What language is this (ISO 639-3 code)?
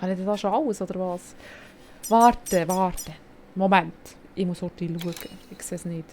gsw